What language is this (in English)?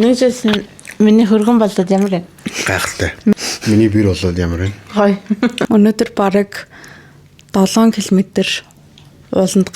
Mongolian